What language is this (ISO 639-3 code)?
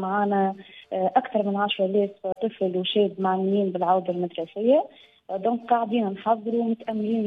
aeb